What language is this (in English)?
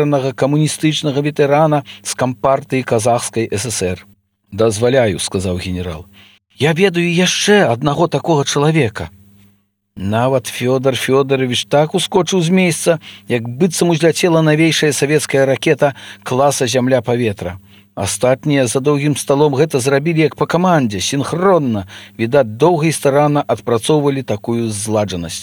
Belarusian